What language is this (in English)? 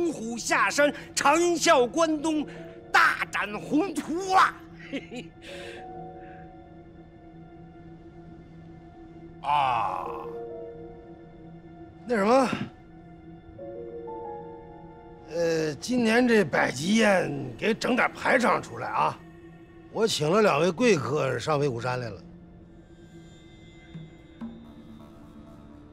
Chinese